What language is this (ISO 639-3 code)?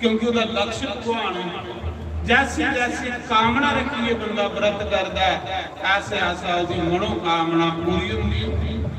doi